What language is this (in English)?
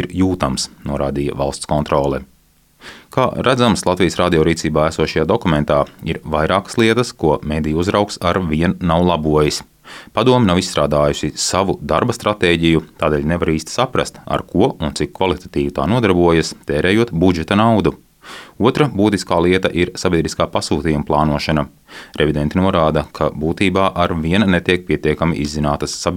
Latvian